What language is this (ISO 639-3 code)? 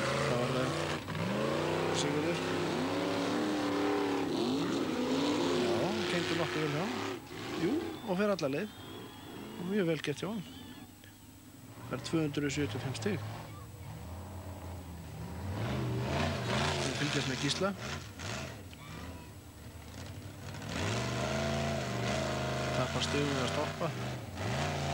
isl